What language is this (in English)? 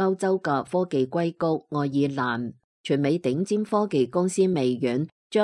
Cantonese